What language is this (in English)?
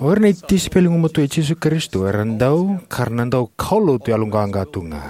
Fijian